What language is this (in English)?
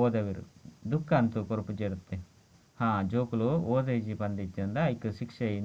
Tulu